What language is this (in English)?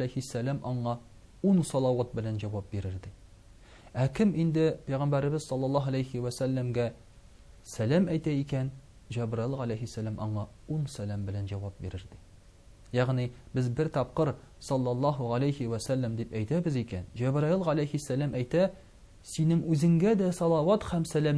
Tatar